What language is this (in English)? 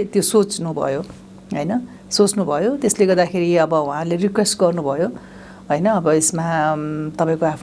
Nepali